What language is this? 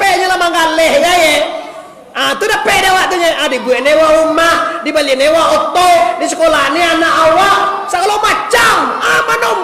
Minangkabau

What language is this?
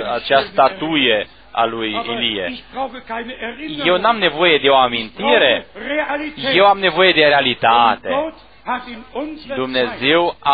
Romanian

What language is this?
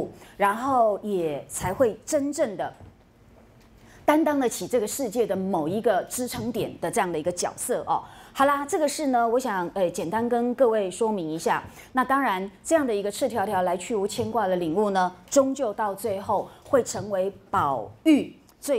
Chinese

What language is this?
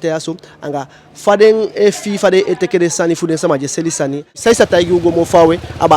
Eastern Maroon Creole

